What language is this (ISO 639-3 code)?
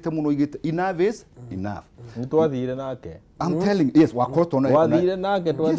kik